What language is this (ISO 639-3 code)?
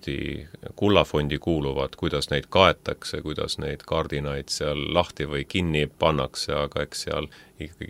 est